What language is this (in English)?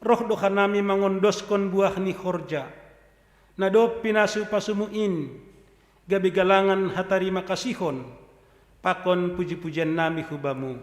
Batak Simalungun